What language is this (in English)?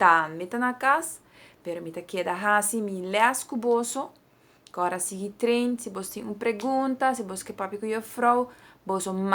Papiamento